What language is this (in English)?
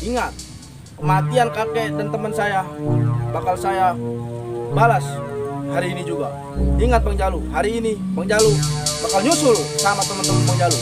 Betawi